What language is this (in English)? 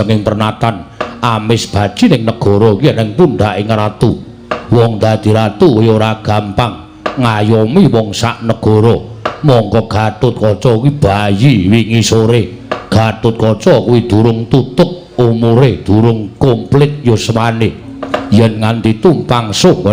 Javanese